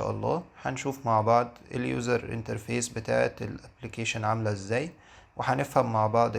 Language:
Egyptian Arabic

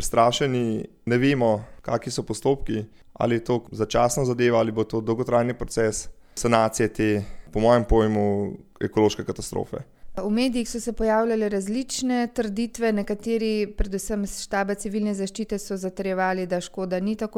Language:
Slovenian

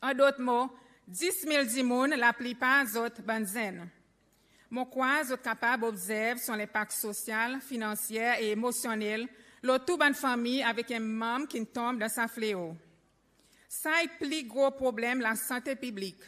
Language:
Seselwa Creole French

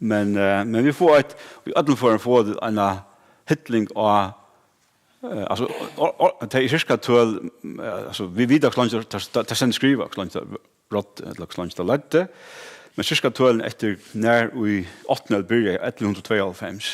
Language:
Faroese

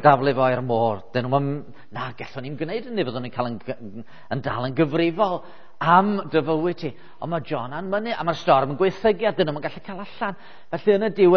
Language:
Welsh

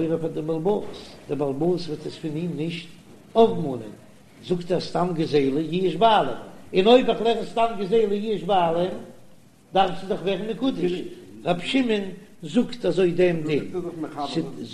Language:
Yiddish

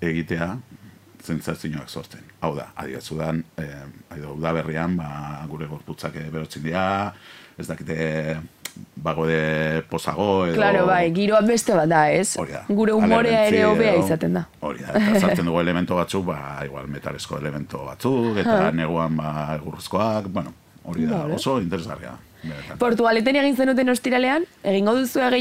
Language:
Basque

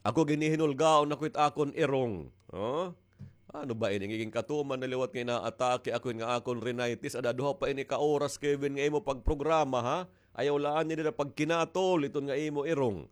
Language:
Waray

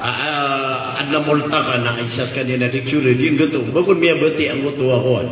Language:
Maranao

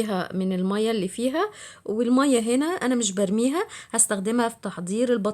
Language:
Egyptian Arabic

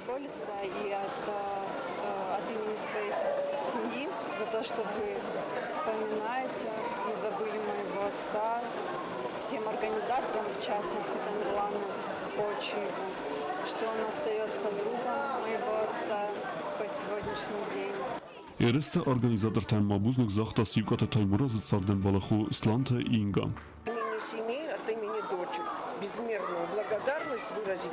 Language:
Ossetic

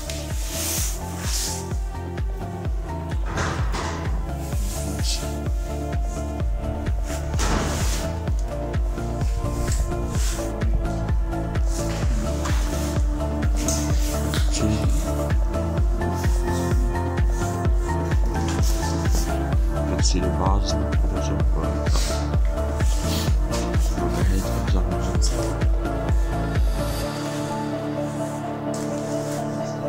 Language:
German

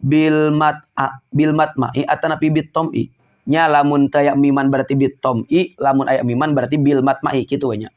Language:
Sundanese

